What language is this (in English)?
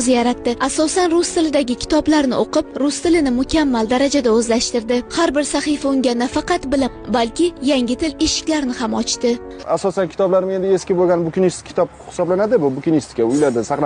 Uzbek